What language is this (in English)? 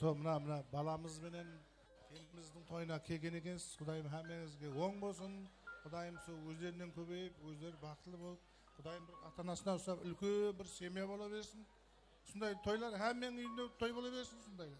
Kara-Kalpak